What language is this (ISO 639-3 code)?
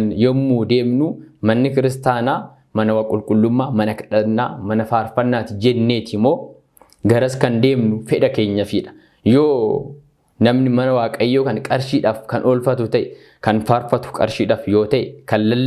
orm